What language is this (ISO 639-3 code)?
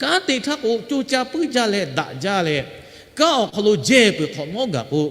lhu